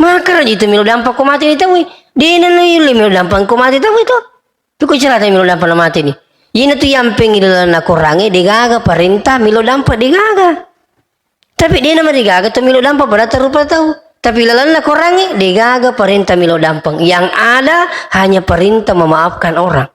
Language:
Buginese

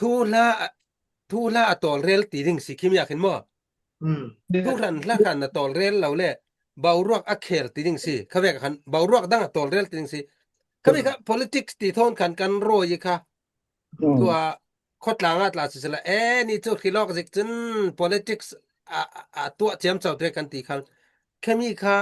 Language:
Falam Chin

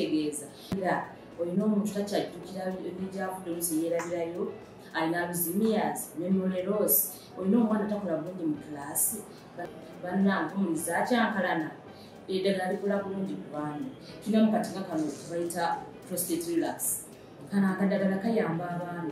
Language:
Ganda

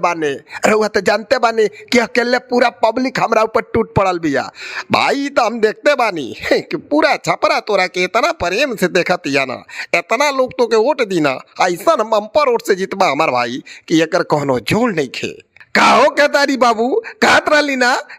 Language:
Bhojpuri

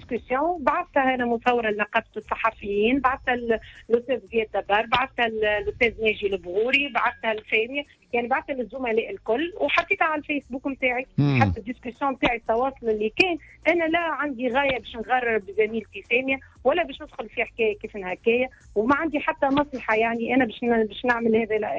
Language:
Tunisian Arabic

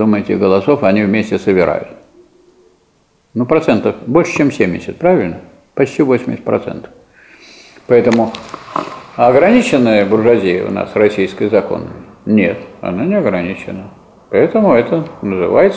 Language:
Russian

